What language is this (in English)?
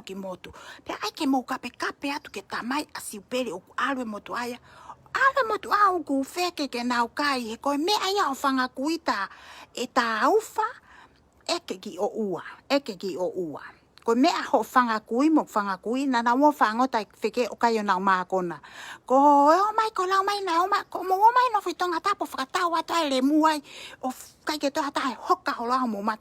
Tongan